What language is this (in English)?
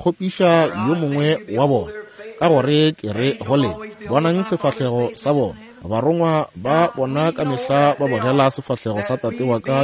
Northern Sotho